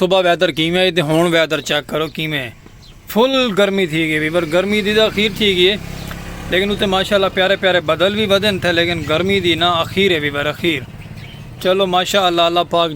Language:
Saraiki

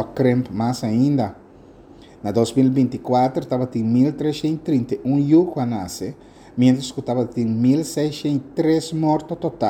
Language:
Papiamento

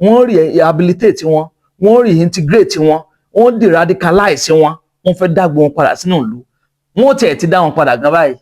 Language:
Yoruba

